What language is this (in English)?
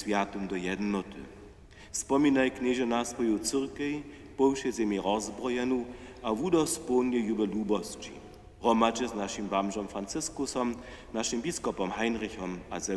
Upper Sorbian